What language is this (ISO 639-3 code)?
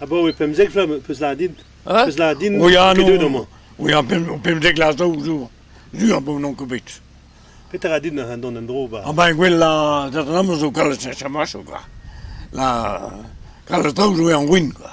bre